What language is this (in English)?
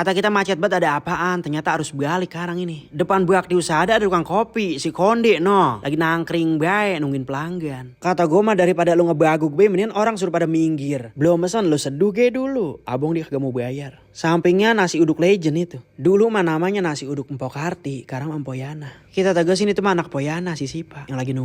Betawi